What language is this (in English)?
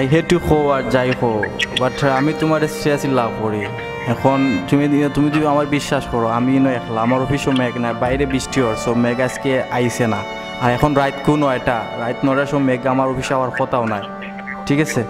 Sylheti